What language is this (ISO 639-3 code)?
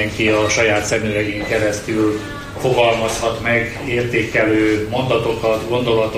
hun